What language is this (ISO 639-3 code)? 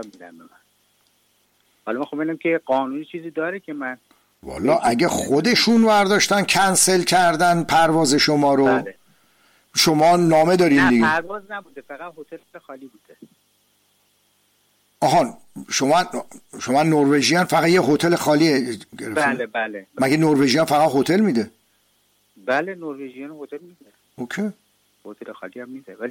fas